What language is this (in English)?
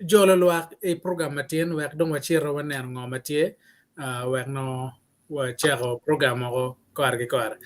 Acoli